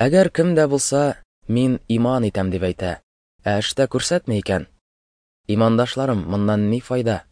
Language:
Tatar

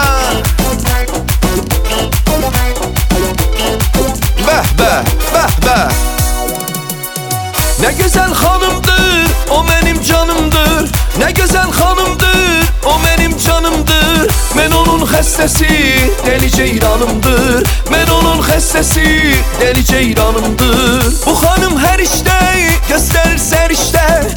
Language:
Turkish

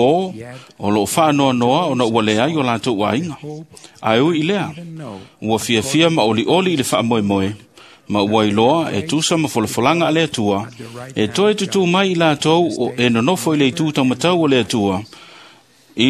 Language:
Samoan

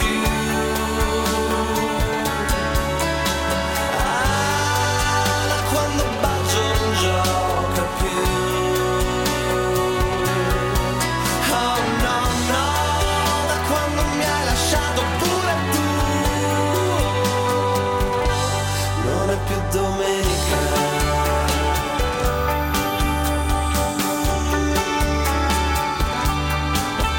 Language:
Italian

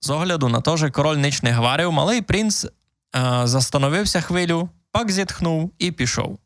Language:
Rusyn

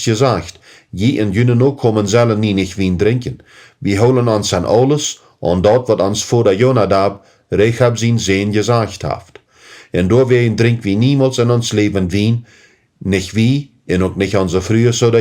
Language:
Plautdietsch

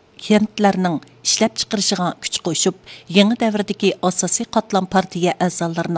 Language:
Uyghur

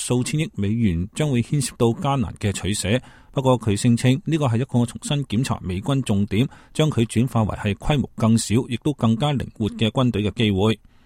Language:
Cantonese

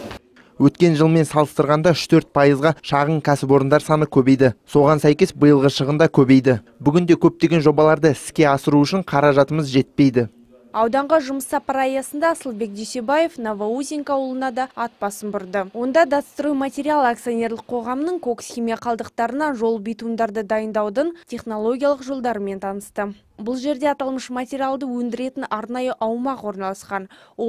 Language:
Kazakh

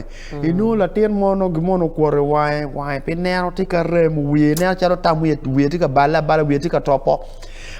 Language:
Acoli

